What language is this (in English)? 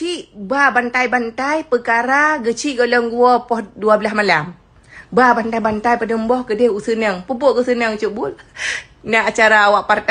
Achinese